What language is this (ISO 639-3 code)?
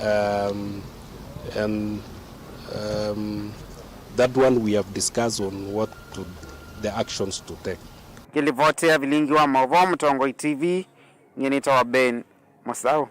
kam